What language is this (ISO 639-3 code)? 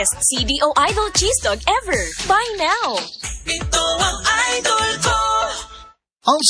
fil